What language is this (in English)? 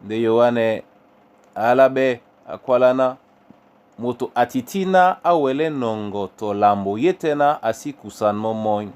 Duala